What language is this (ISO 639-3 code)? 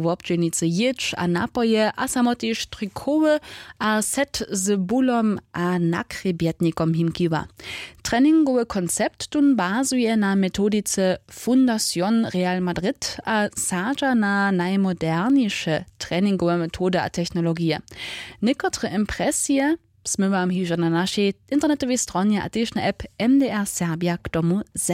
hsb